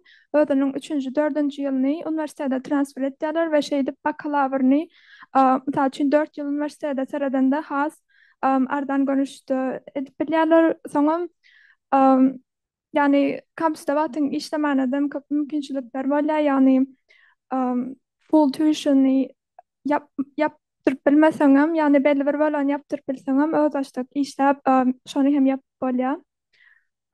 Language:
Turkmen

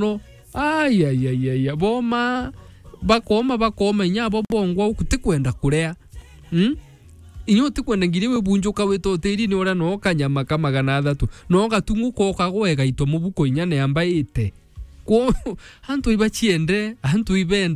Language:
Meru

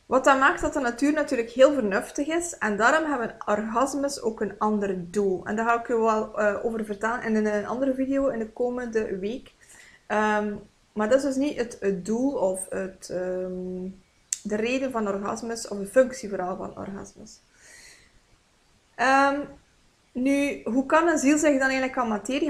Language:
Dutch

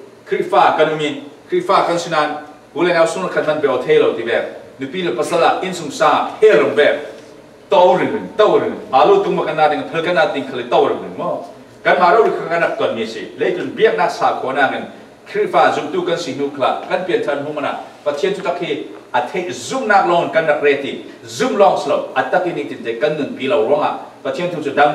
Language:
Falam Chin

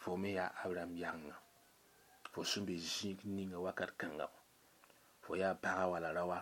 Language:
Mossi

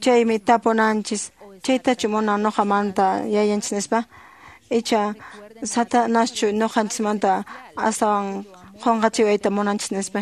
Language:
Quechua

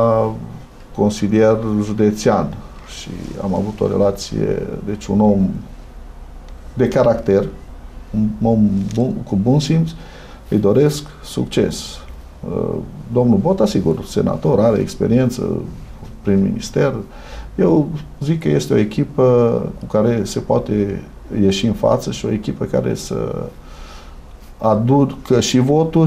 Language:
Romanian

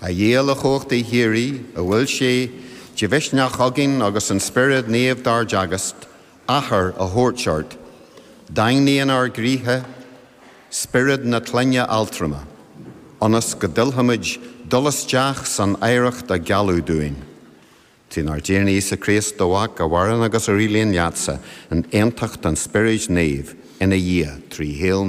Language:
Irish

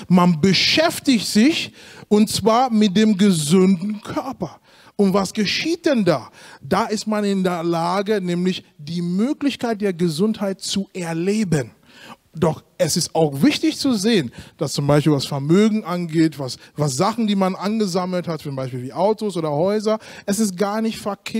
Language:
German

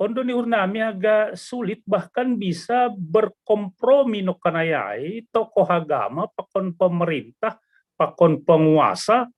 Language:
Batak Simalungun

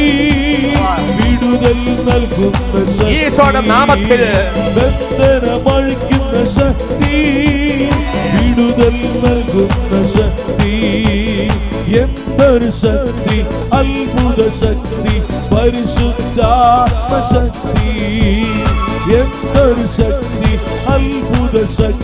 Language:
Malayalam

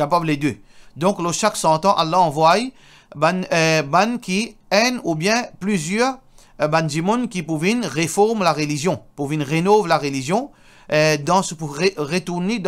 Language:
Morisyen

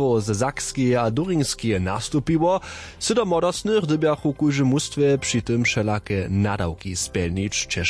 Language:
Upper Sorbian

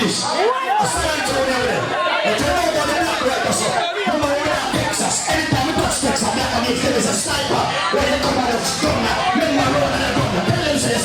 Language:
Jamaican Creole English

